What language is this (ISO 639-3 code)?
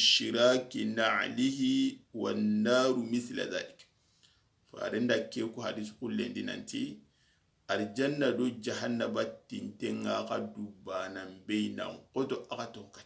snk